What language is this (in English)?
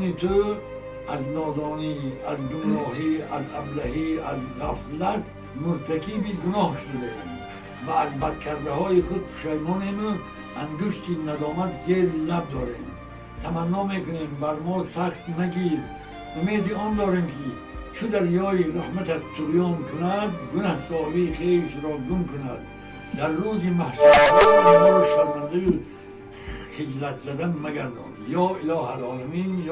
Tajik